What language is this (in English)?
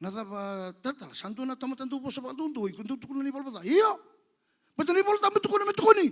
Fijian